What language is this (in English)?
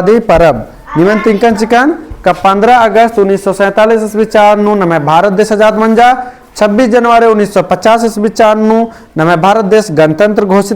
Kurukh